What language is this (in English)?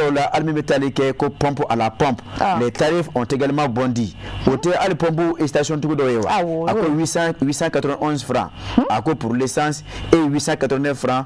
Bambara